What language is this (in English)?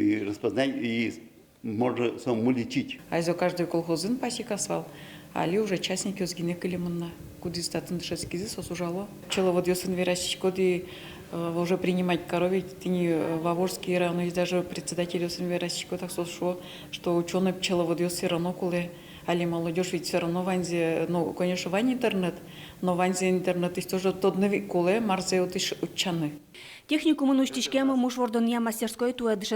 Udmurt